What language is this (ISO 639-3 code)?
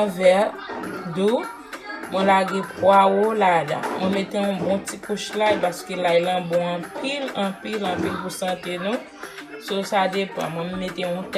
hat